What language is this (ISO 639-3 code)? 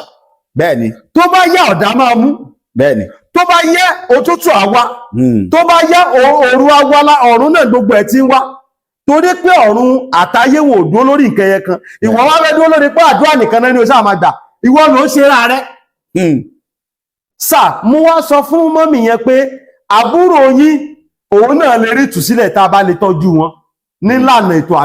yor